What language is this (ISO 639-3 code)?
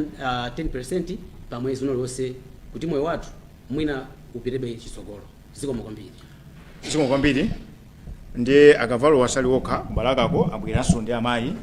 nya